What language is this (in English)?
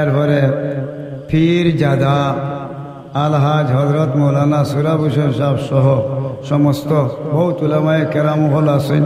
Sylheti